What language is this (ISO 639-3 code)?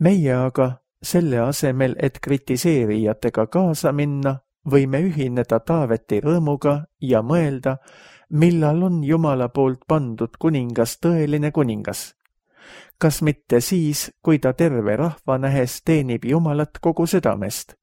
est